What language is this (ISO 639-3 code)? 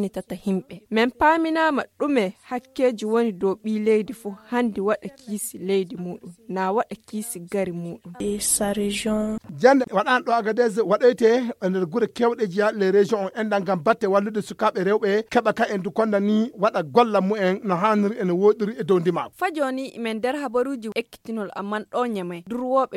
ful